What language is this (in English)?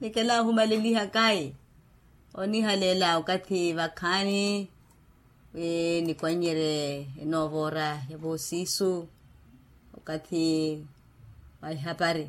Makhuwa